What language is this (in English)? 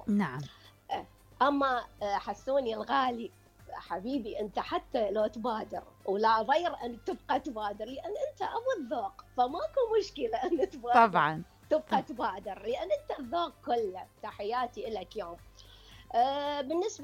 Mesopotamian Arabic